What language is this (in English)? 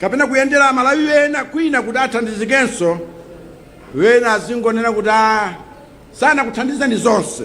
Nyanja